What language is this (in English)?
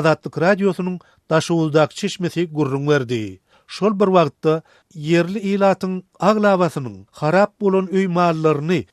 Turkmen